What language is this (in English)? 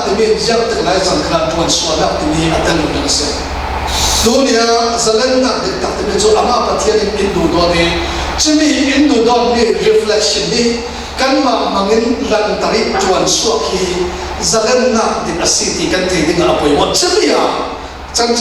Falam Chin